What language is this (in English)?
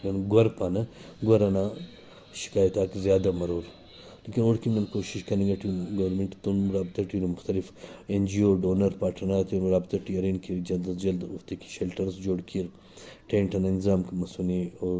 Brahui